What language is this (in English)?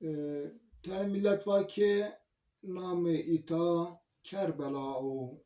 Zaza